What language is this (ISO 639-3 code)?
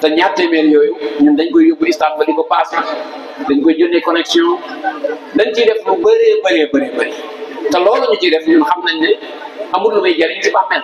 wol